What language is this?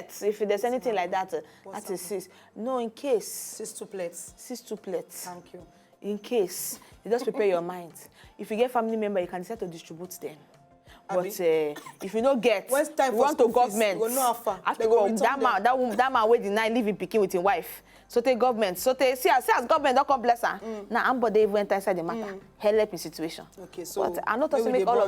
Nigerian Pidgin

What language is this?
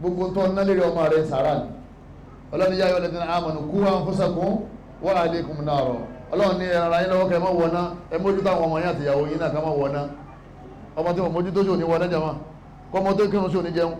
Yoruba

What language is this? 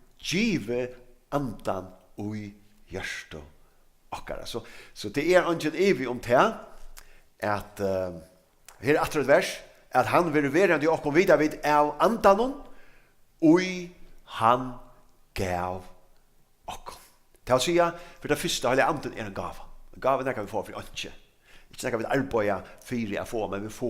Faroese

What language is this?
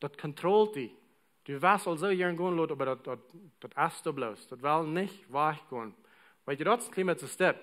Plautdietsch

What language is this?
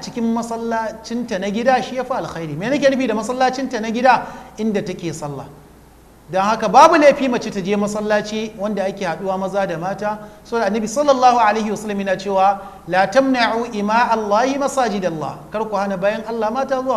Hausa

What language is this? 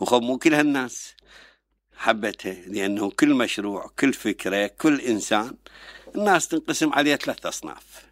Mesopotamian Arabic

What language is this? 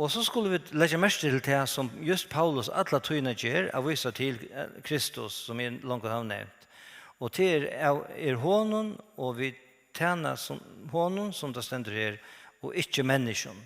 Faroese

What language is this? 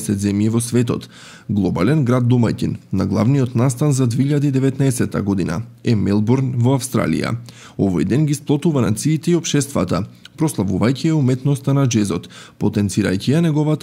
Macedonian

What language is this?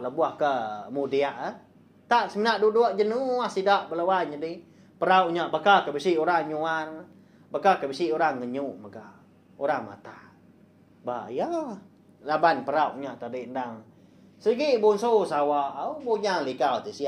Iban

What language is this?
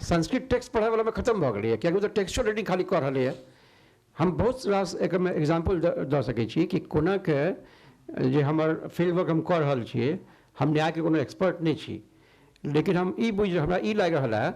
Maithili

